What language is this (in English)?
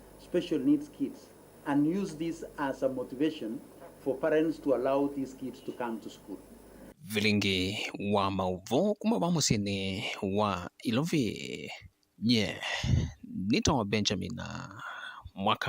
Kamba